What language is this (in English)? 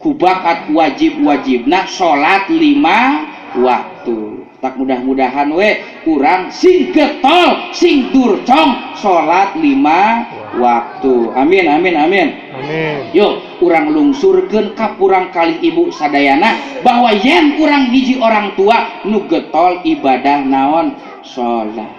Sundanese